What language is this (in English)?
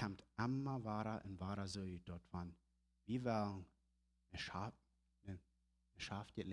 Plautdietsch